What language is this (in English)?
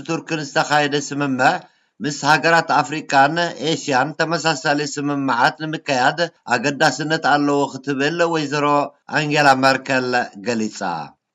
Tigrinya